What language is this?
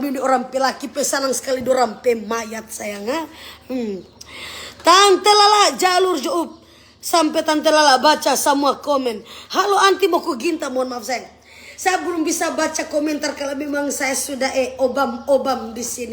Manado Malay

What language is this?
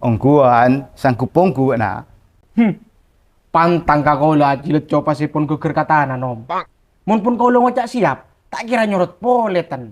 Madurese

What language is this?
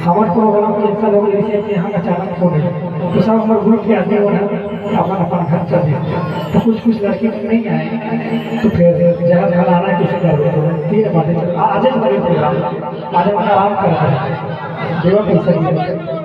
Chhattisgarhi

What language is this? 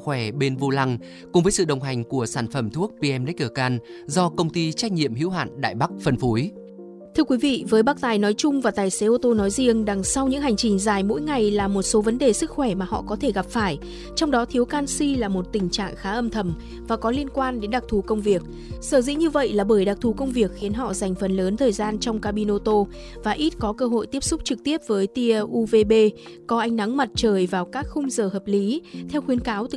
Vietnamese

